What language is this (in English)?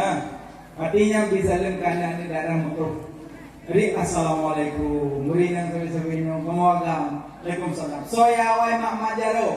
Achinese